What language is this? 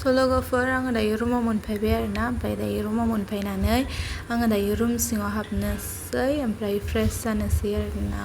Bodo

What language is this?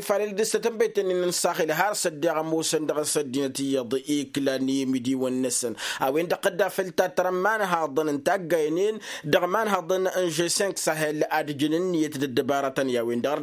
Tamasheq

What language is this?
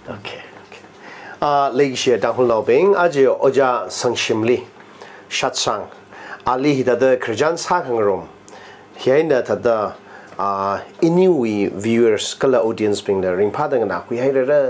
Tangkhul Naga (India)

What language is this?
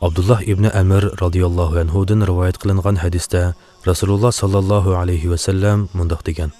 Uyghur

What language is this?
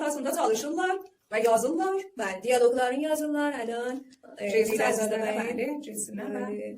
South Azerbaijani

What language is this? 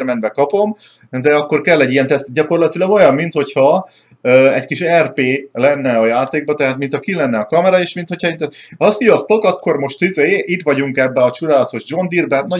Hungarian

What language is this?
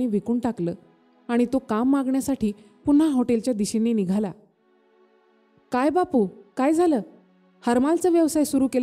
Marathi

